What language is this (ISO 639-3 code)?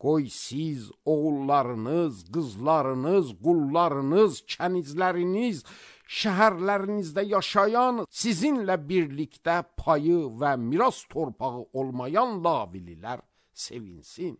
aze